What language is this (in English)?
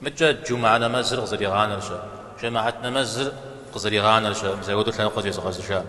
Kabardian